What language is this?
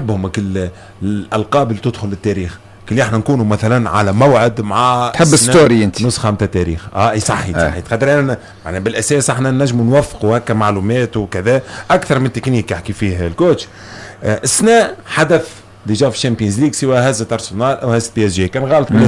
Tunisian Arabic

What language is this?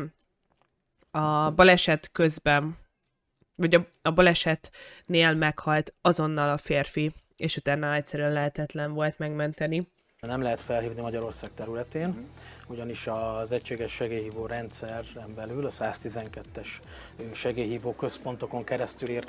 Hungarian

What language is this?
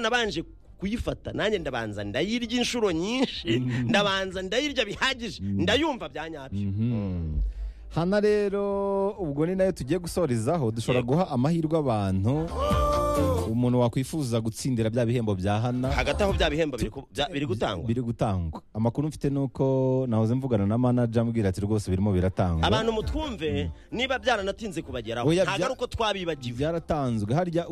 Kinyarwanda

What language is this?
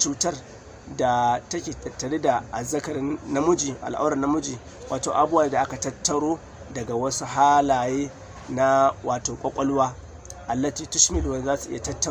Hausa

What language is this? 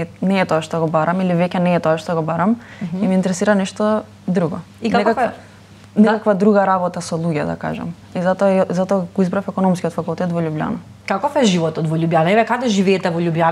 Macedonian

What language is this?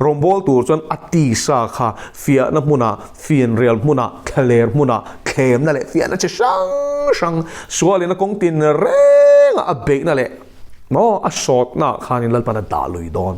Mizo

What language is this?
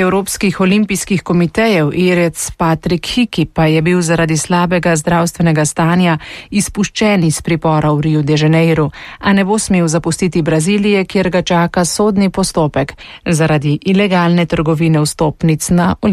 Slovenian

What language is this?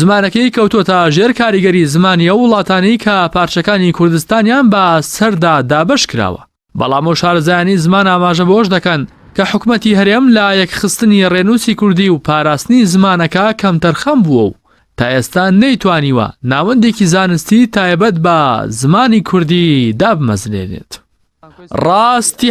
Central Kurdish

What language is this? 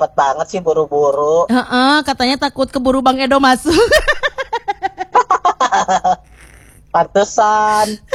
Indonesian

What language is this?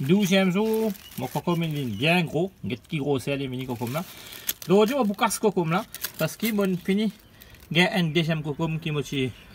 Morisyen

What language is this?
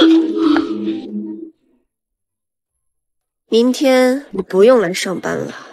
Chinese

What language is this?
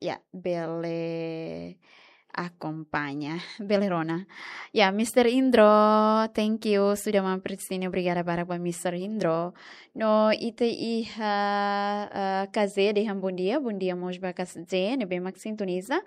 Tetum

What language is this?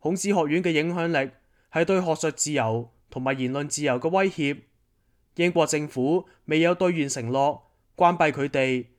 Cantonese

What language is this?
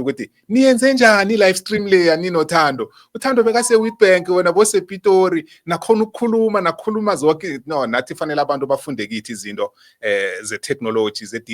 Zulu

